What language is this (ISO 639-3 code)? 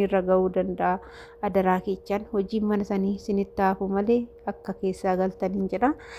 orm